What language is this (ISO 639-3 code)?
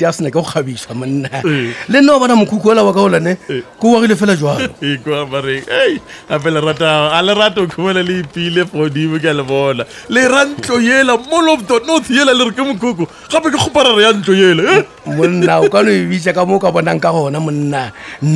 nso